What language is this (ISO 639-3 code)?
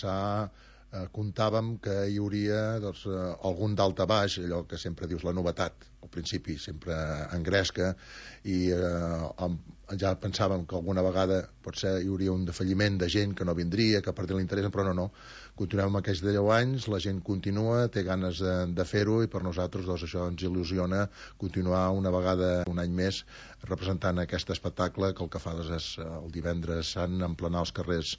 cat